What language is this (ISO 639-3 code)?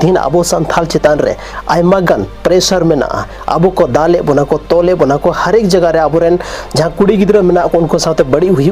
sat